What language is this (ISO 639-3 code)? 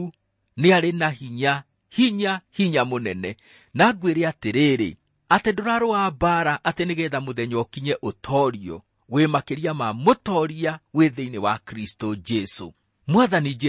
kik